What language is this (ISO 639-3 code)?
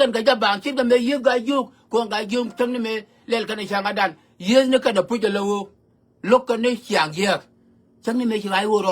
nus